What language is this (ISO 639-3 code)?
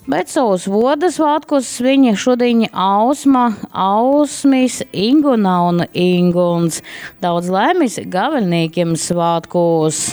ltg